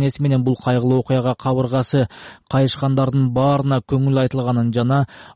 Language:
Kyrgyz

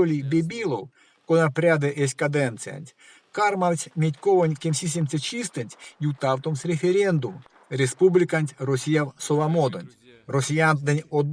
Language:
Erzya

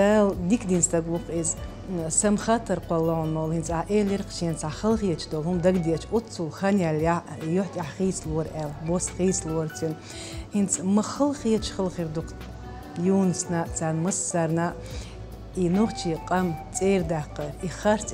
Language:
Chechen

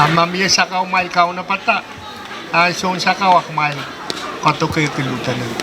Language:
Pohnpeian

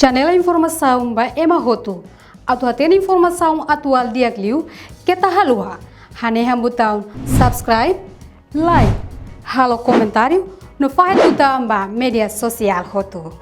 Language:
Tetum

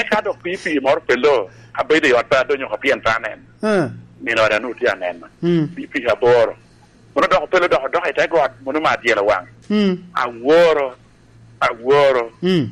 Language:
Lango (Uganda)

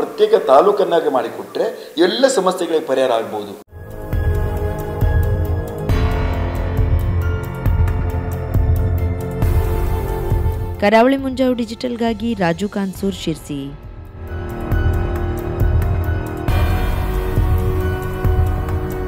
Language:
Kannada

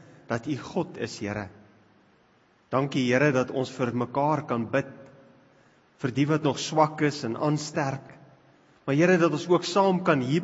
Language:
Afrikaans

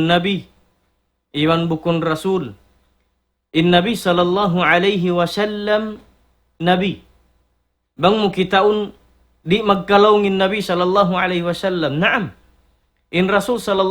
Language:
Tausug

